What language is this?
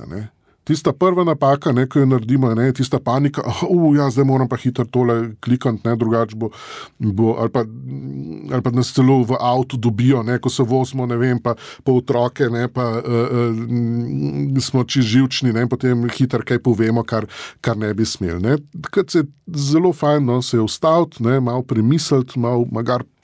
Slovenian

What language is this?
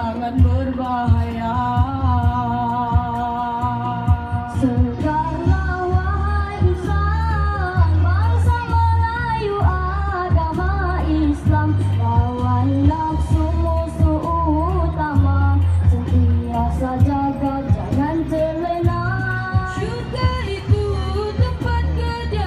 Malay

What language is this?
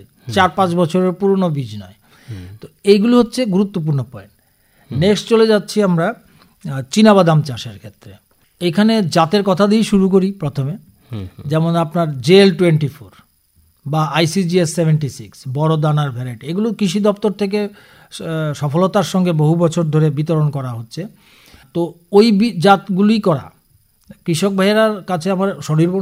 Bangla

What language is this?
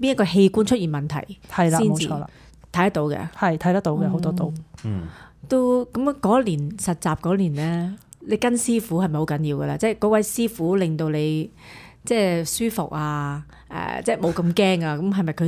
Cantonese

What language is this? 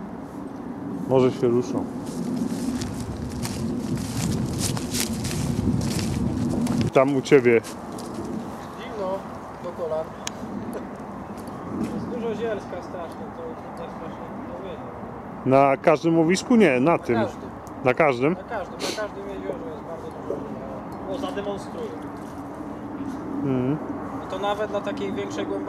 Polish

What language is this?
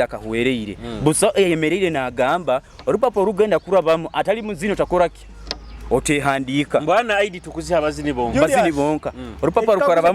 Nyoro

